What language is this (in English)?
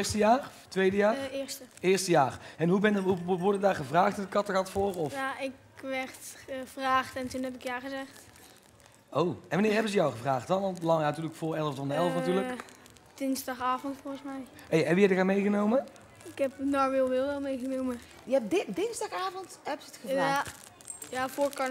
Dutch